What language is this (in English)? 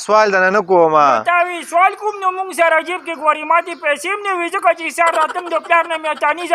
Pashto